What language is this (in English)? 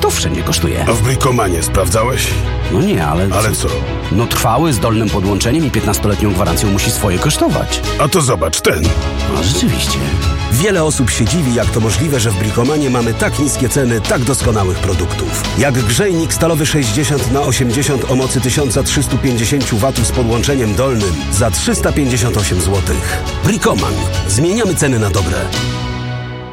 Polish